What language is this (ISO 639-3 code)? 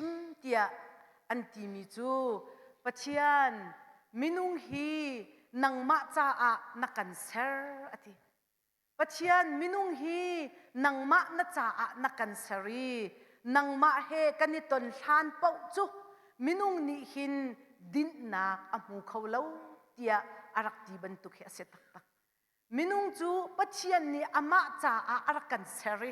cnh